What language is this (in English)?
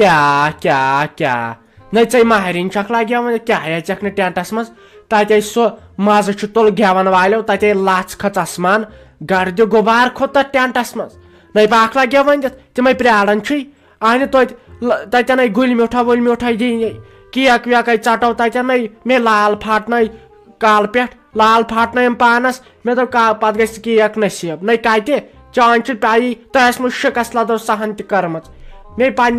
Kashmiri